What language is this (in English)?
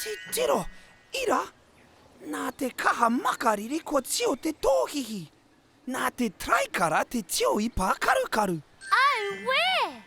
Māori